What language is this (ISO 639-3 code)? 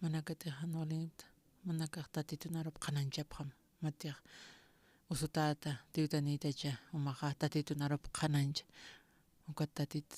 aym